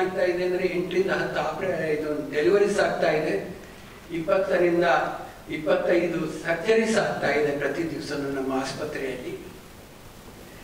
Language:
Kannada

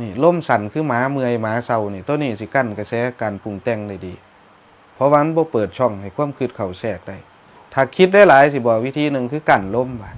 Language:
Northeastern Thai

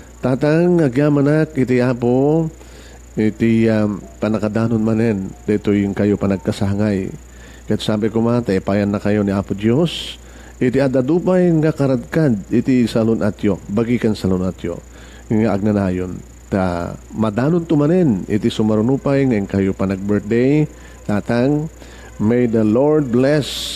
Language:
Iloko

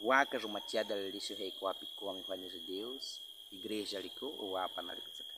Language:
Baniwa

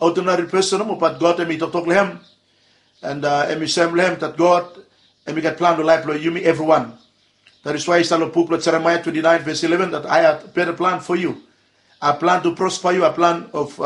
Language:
Bislama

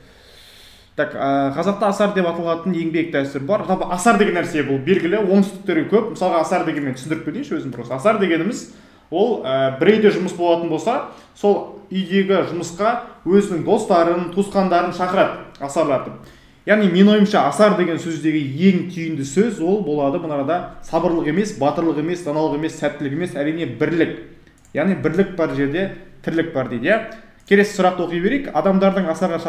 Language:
Kazakh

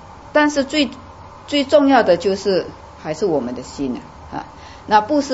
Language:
Chinese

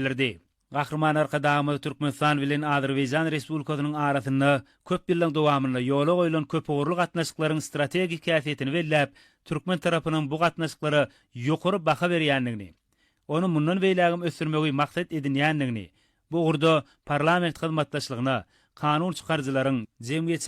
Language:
Turkmen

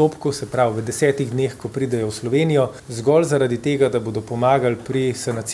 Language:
Slovenian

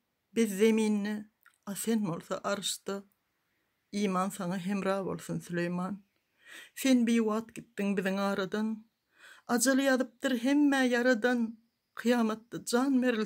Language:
Turkmen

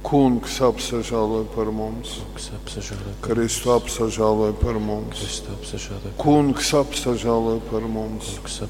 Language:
Latgalian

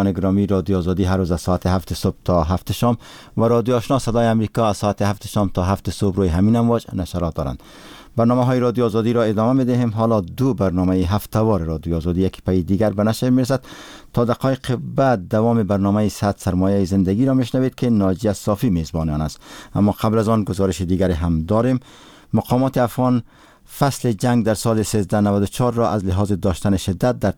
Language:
Persian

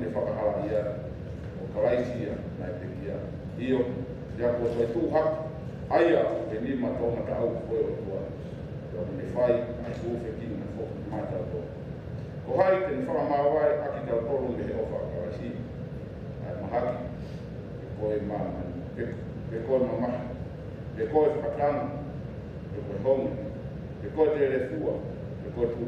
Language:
Tongan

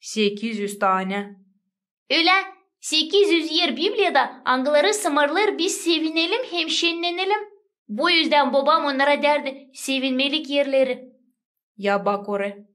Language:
Gagauz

